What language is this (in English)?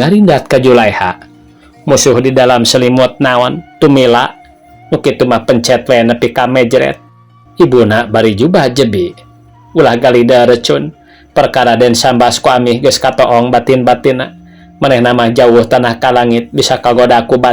Sundanese